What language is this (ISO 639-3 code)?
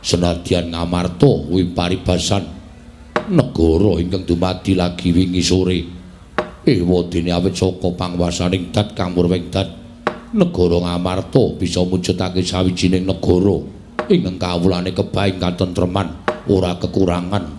jav